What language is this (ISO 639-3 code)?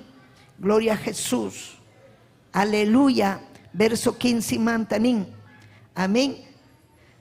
quy